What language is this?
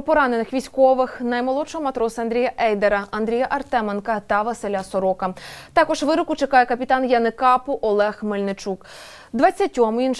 Ukrainian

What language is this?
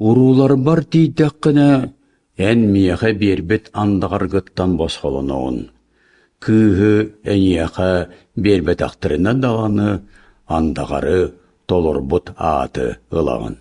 Yakut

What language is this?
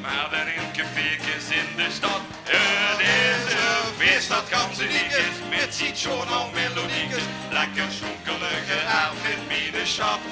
Limburgish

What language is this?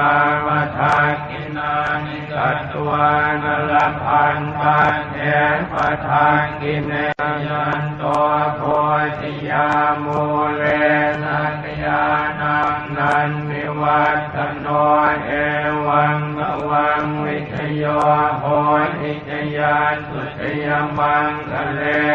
Pali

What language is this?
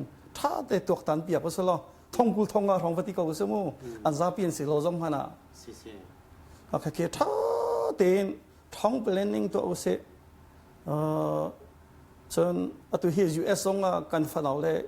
Hakha Chin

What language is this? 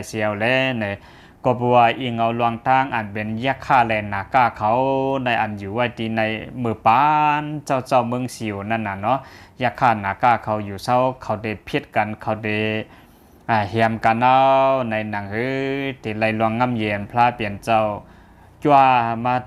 Shan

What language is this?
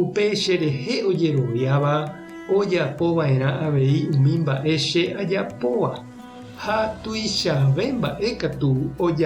Guarani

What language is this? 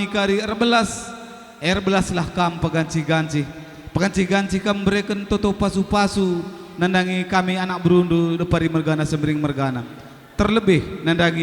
Batak Karo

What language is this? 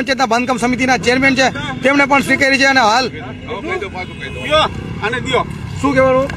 Gujarati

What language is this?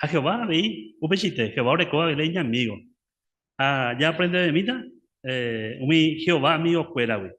Guarani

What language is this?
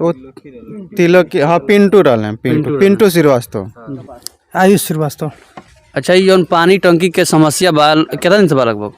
Bhojpuri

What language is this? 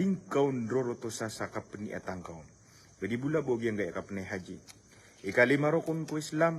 Maranao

